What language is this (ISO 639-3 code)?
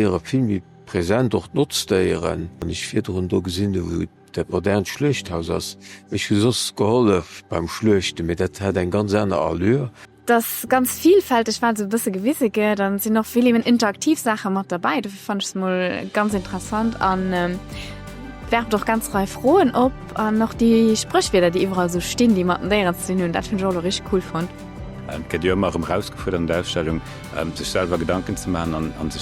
ltz